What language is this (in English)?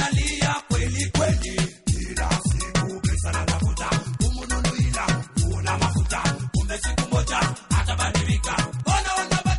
Swahili